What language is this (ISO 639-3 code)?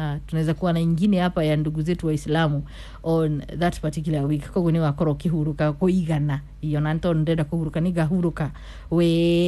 kik